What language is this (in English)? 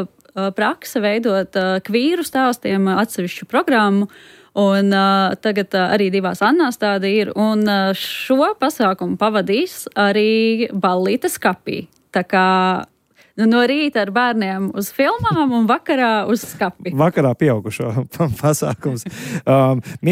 Latvian